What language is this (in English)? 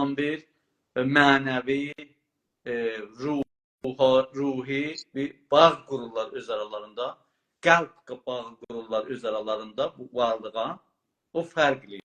South Azerbaijani